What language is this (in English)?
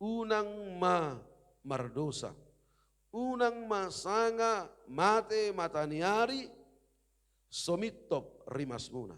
Batak Toba